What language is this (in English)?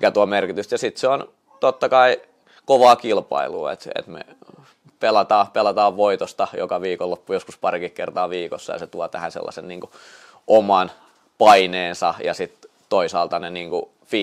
Finnish